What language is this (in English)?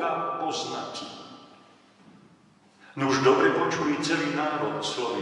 Slovak